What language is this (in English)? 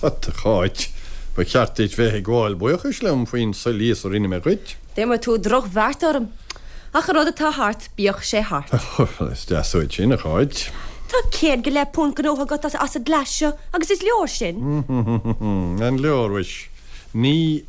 Irish